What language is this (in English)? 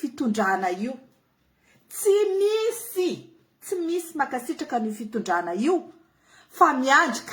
Malagasy